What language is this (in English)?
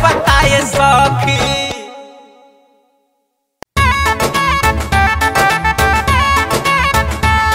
Bhojpuri